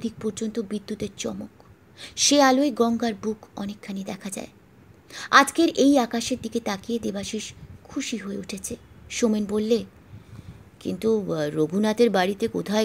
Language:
Bangla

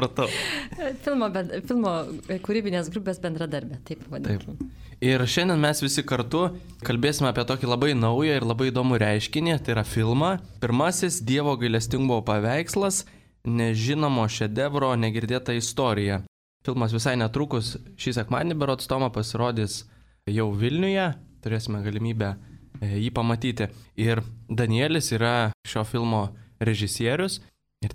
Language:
Lithuanian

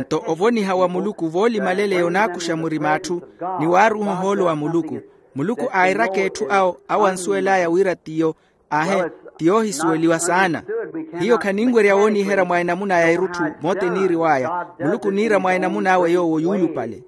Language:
Makhuwa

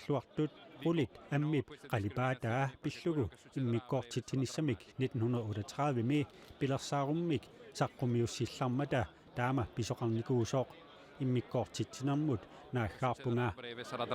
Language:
Kalaallisut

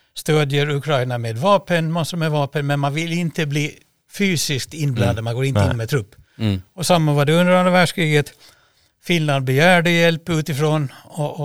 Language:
Swedish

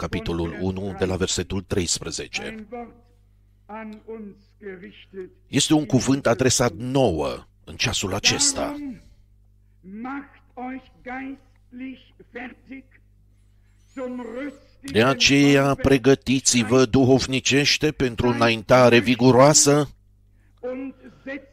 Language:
Romanian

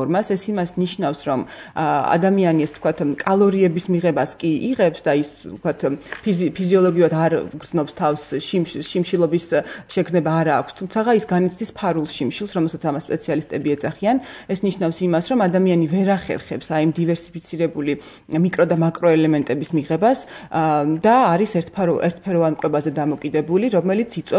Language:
Georgian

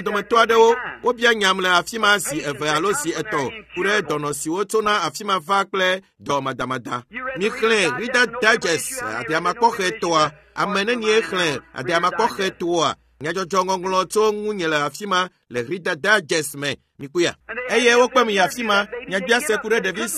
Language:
Ewe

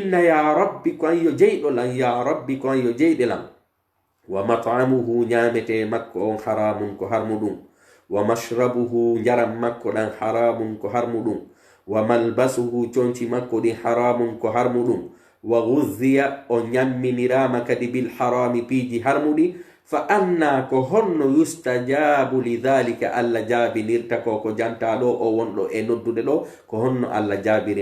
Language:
Pular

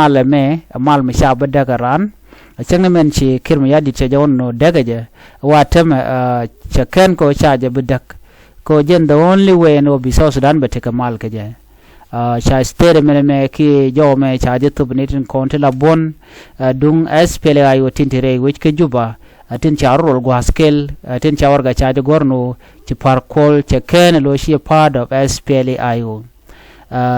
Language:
Nuer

